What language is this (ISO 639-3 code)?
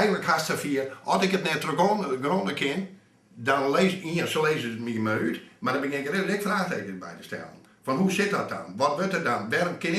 fry